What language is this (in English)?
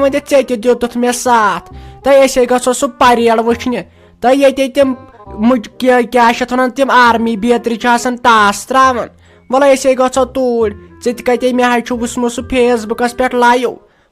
Kashmiri